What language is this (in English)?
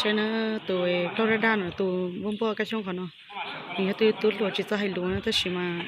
Hmong